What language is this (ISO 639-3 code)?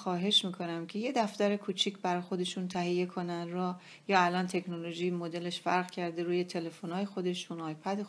fas